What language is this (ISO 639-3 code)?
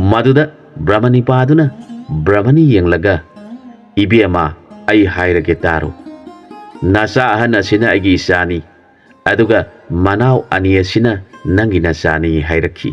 mni